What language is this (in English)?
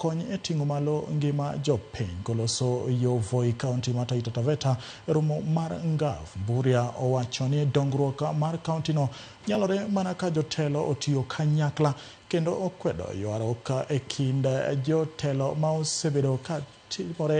Luo (Kenya and Tanzania)